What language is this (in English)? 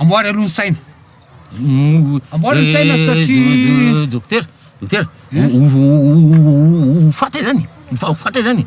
Malagasy